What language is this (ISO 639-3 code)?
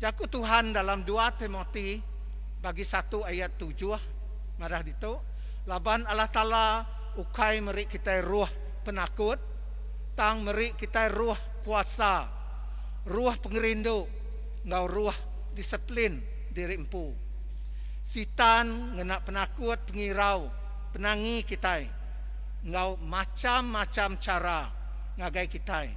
iba